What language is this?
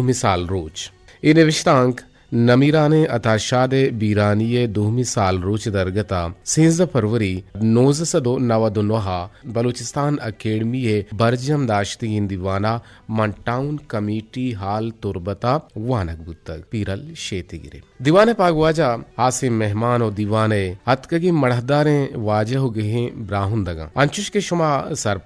Eastern Balochi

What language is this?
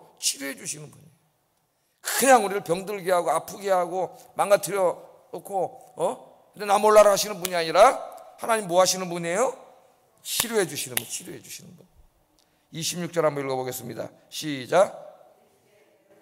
Korean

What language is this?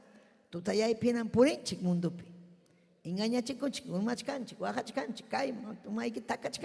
Ayacucho Quechua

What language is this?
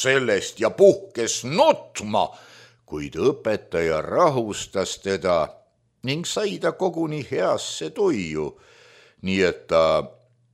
Estonian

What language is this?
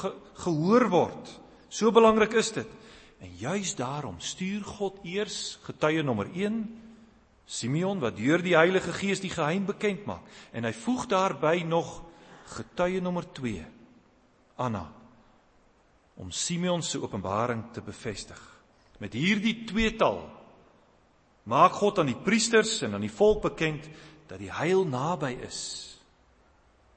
Afrikaans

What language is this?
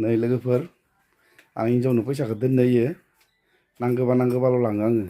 Bodo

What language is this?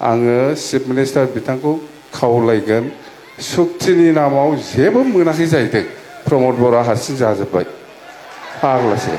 Bodo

